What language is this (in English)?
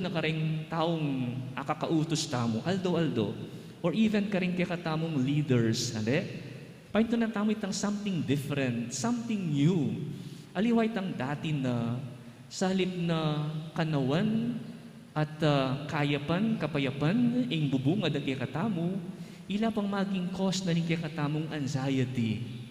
Pampanga